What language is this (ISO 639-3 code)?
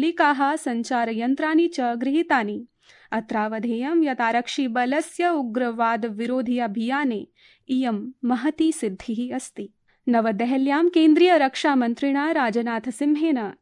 san